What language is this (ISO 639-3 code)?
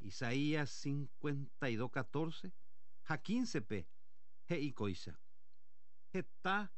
grn